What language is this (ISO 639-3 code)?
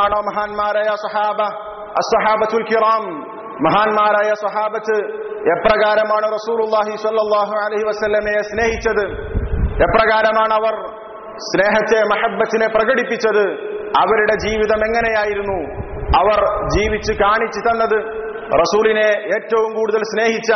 mal